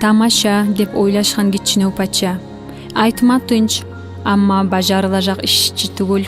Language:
Kumyk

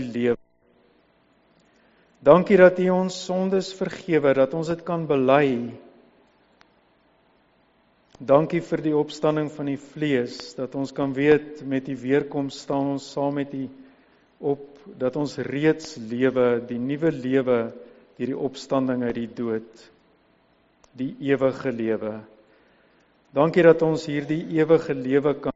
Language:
Afrikaans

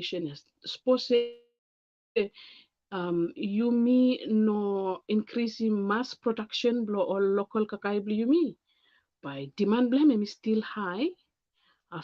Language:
Bislama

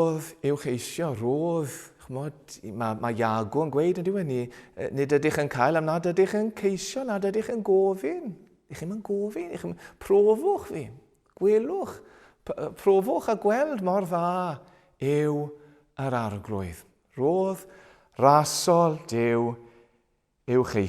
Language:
Welsh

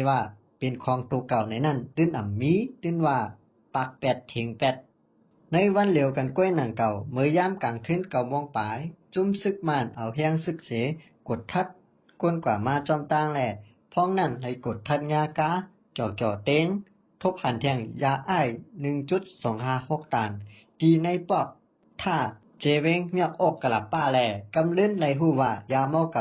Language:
Shan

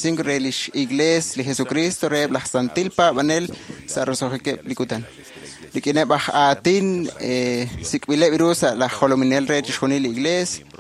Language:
Kekchí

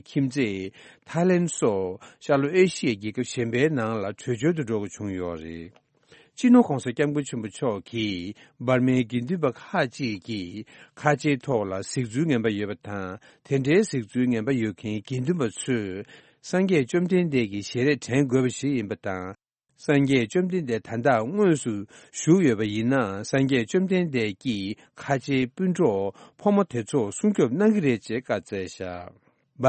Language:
Tibetan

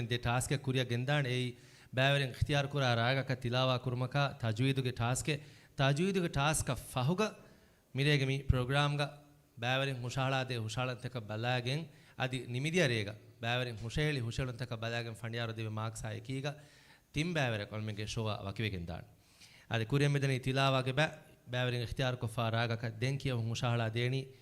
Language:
Divehi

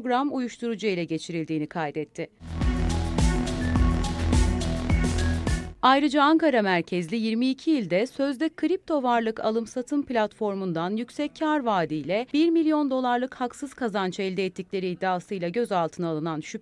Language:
Turkish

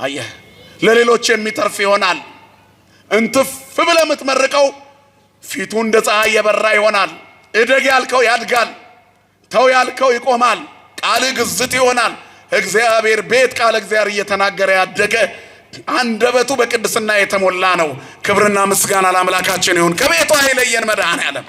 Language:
Amharic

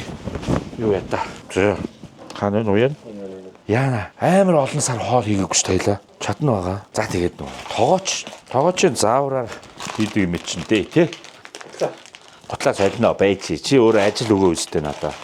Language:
Mongolian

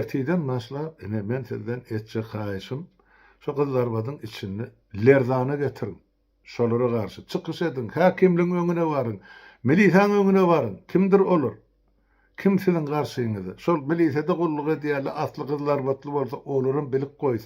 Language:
Turkmen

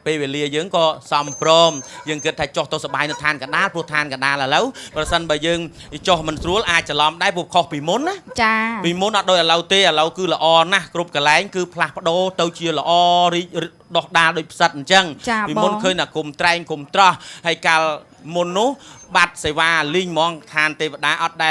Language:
Khmer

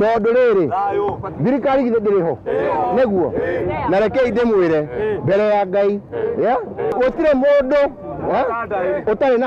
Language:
Kikuyu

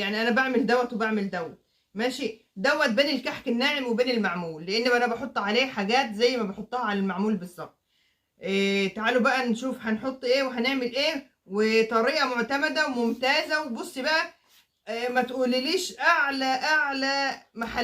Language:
Egyptian Arabic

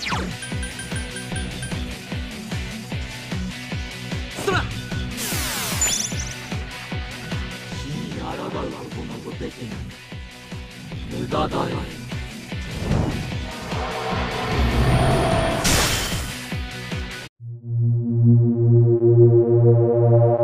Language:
Japanese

